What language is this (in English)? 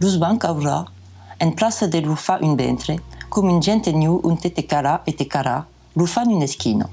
Occitan